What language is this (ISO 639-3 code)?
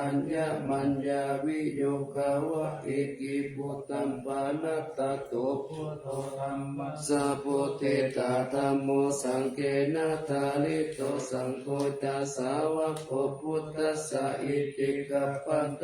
pli